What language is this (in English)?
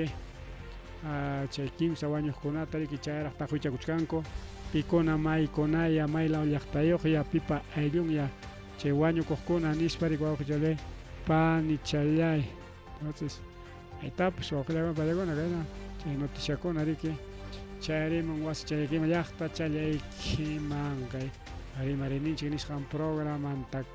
Ayacucho Quechua